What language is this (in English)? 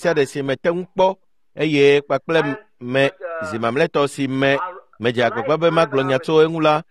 Ewe